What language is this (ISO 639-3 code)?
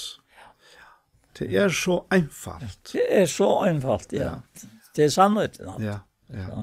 fao